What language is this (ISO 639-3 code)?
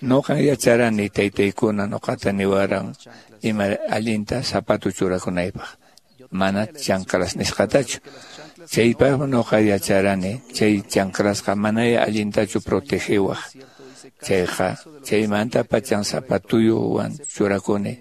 que